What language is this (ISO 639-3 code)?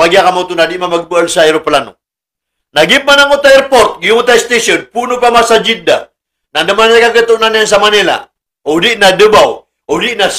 mrw